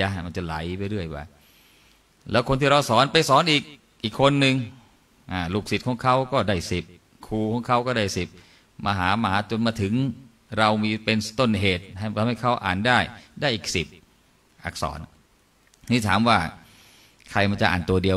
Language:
Thai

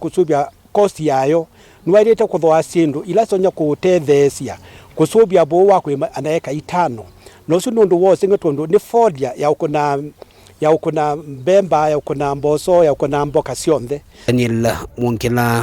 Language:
Kamba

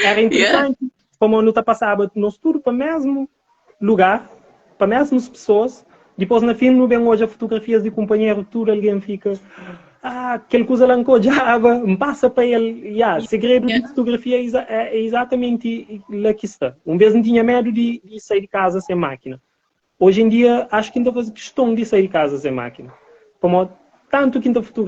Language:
Kabuverdianu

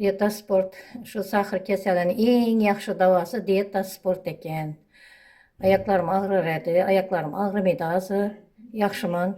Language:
Uzbek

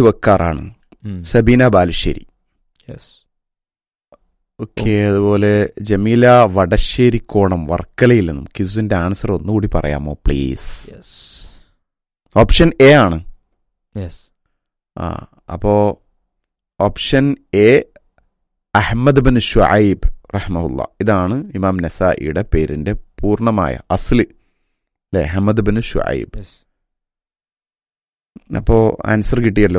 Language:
Malayalam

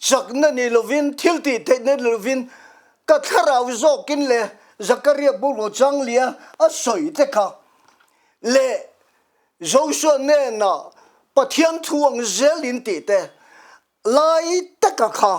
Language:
Mizo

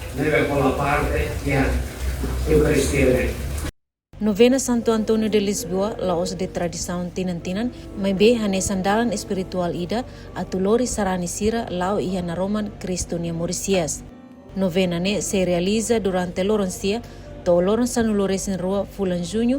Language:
Tetum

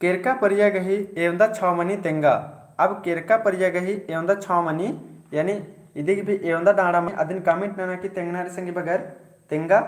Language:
Kurukh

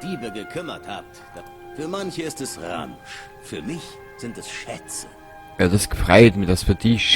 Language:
Bavarian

